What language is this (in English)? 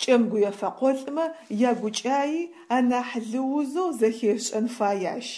Adyghe